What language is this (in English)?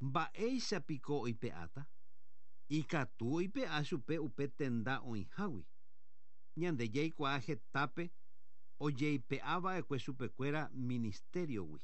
Guarani